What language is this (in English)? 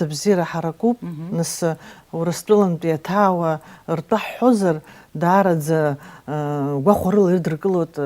Abkhazian